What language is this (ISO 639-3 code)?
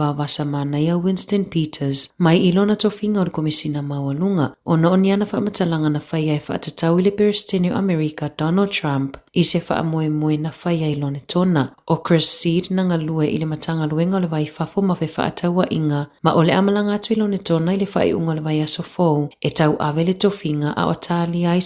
smo